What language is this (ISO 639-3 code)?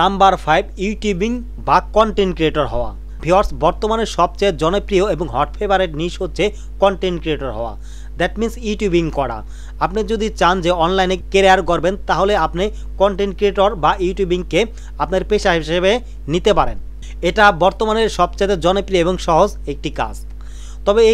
ben